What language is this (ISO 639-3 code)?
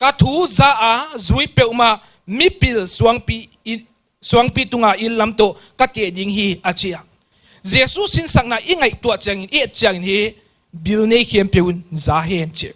pck